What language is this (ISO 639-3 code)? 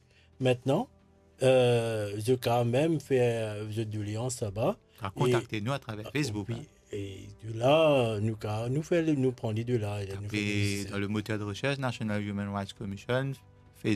mfe